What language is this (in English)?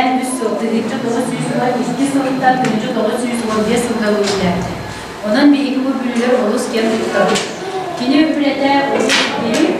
Yakut